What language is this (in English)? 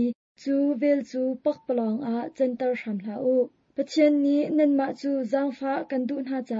Hakha Chin